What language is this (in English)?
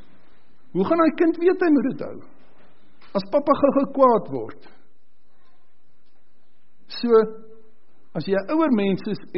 Afrikaans